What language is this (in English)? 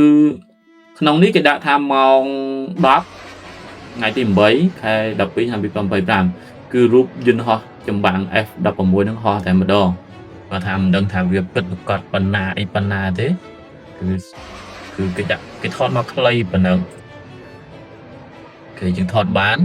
Khmer